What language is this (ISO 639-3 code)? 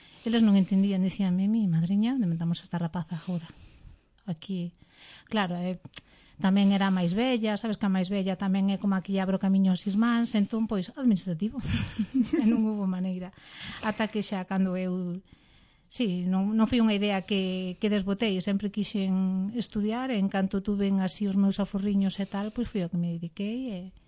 glg